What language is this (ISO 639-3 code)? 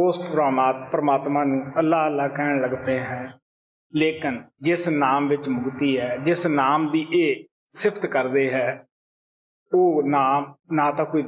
pan